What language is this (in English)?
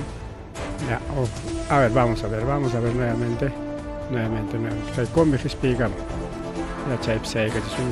Ayacucho Quechua